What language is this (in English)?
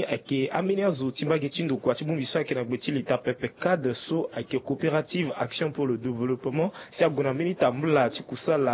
Sango